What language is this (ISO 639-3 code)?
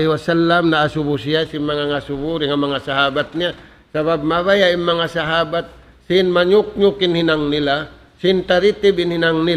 tsg